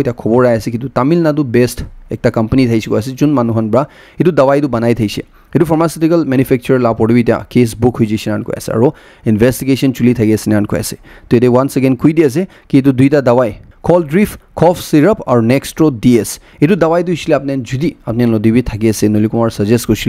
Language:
Naga Pidgin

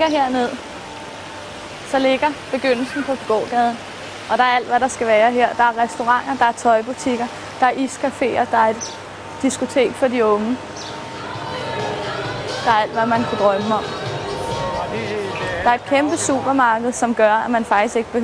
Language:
Danish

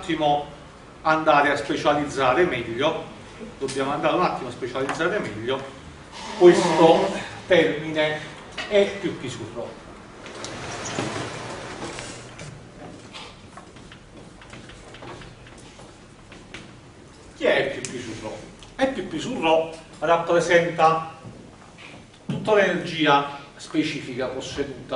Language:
Italian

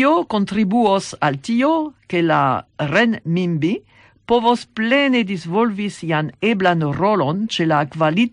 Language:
Esperanto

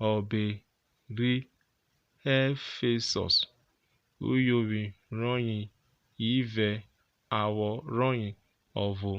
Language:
Urhobo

